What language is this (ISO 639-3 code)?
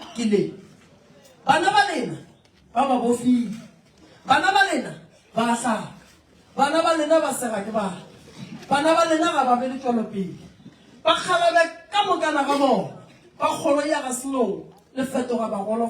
nso